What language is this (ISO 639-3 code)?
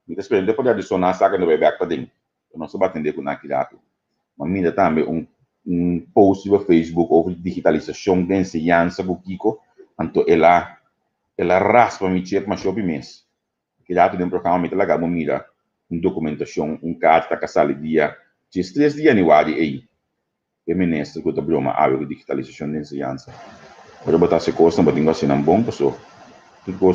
pap